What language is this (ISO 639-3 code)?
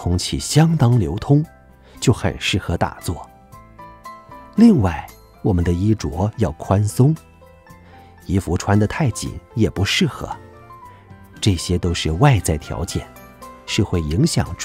zho